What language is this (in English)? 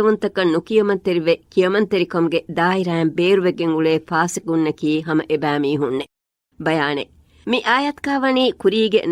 Divehi